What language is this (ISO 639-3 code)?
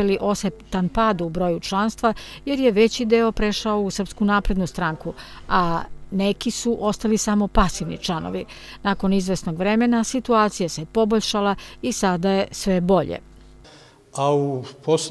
srp